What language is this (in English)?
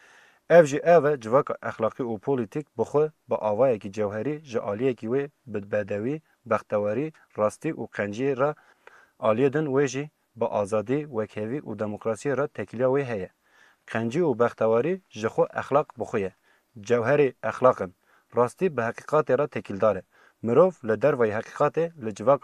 Kurdish